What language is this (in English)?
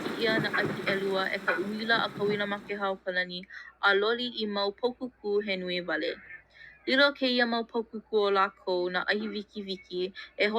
Hawaiian